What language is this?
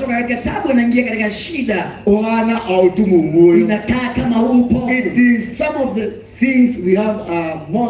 Kikuyu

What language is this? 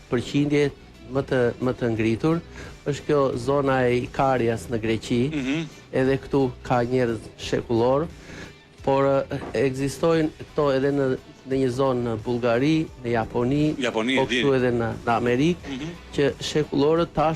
Albanian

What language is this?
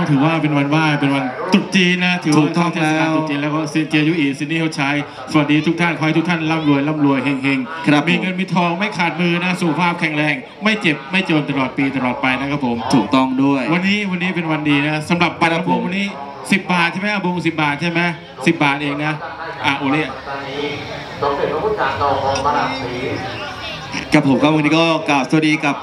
Thai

